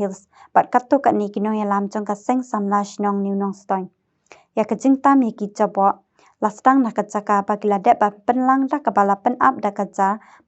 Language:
Khasi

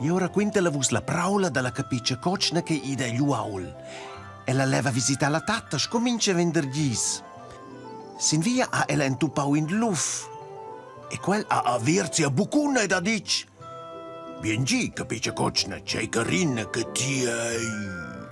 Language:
Romansh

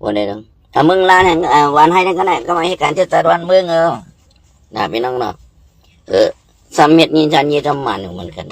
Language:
Shan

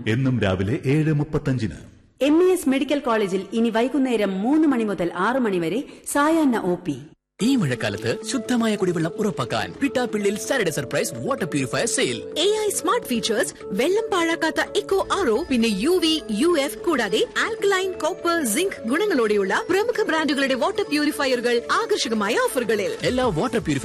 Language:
Malayalam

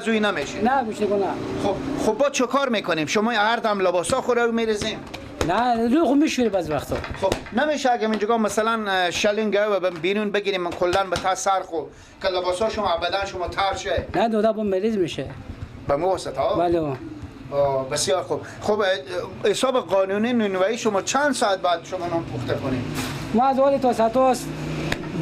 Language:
Persian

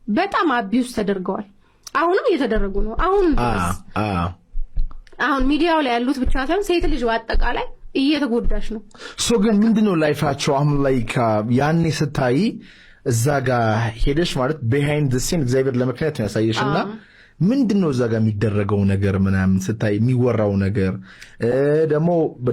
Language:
Amharic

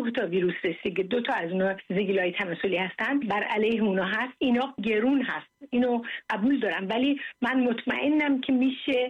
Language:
Persian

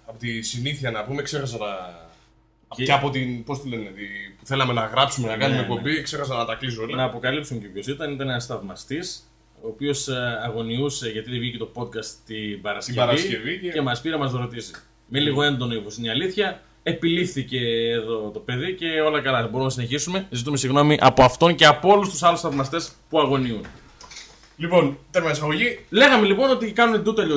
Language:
Greek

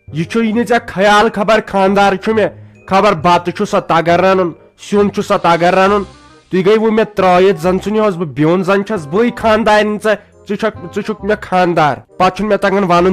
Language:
Kashmiri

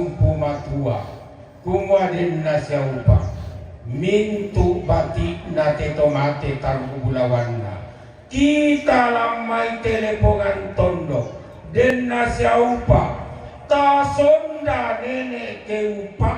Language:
Toraja-Sa'dan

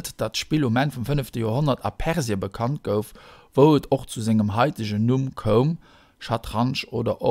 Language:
Luxembourgish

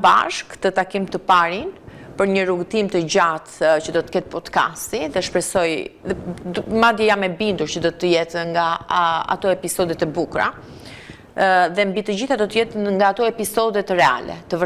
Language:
Albanian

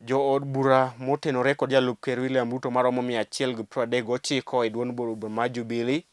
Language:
Luo (Kenya and Tanzania)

